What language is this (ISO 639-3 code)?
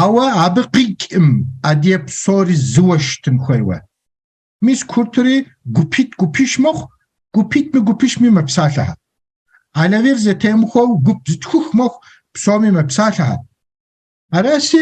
kbd